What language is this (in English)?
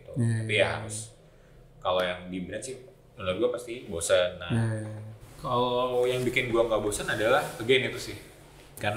Indonesian